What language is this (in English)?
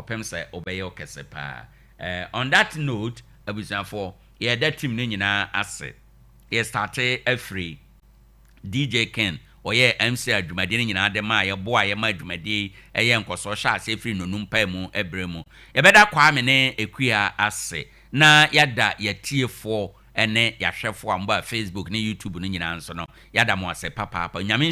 Akan